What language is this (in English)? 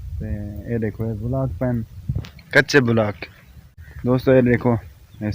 Saraiki